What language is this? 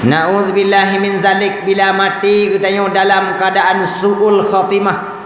Achinese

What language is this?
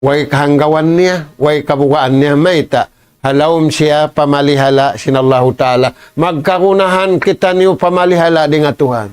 Tausug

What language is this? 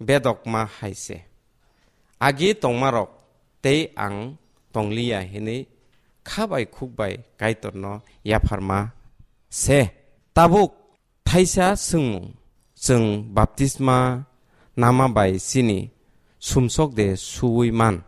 Kok Borok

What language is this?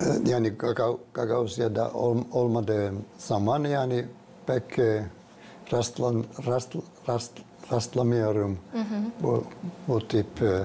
Gagauz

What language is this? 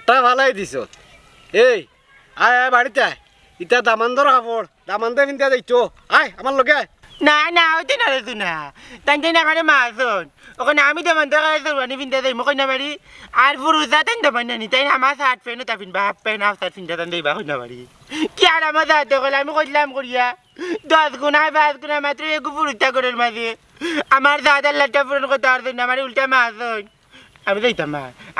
Sylheti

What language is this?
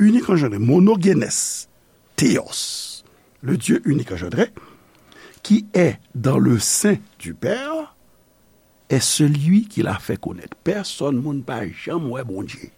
Haitian Creole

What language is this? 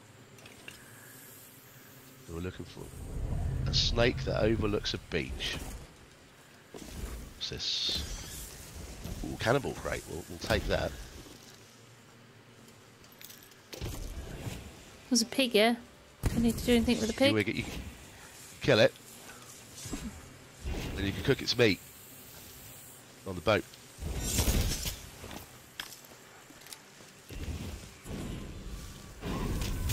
English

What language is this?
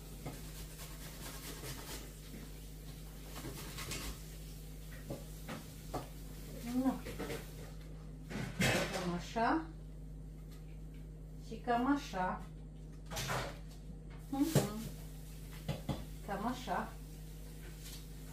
Romanian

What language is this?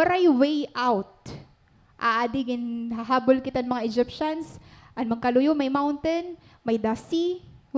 Waray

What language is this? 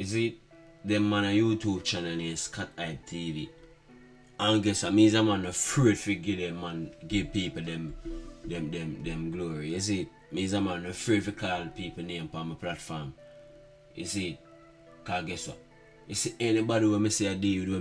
Jamaican Creole English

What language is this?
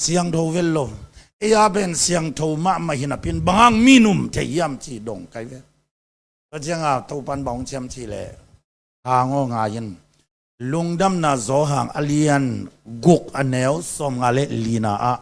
Tedim Chin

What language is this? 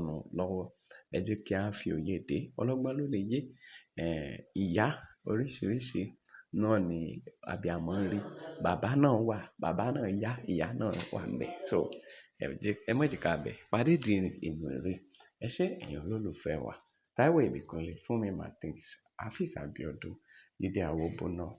Yoruba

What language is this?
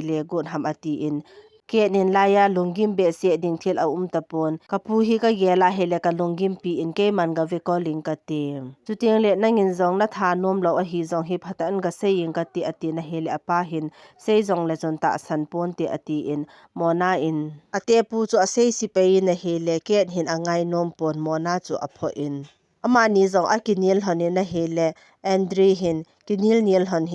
Thado Chin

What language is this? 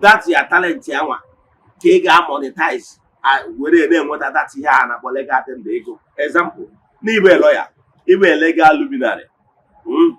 Igbo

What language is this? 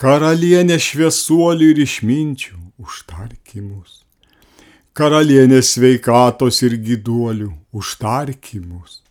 Lithuanian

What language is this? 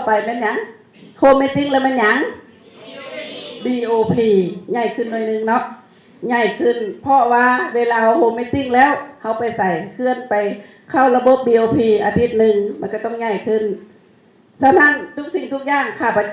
Lao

